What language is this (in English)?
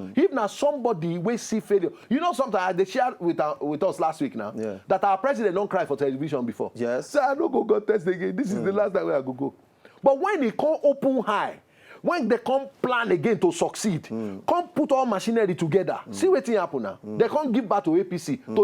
Nigerian Pidgin